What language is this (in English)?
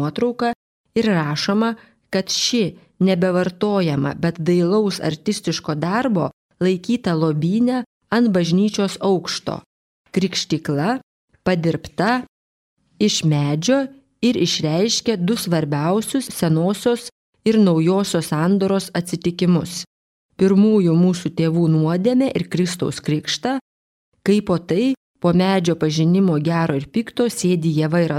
Lithuanian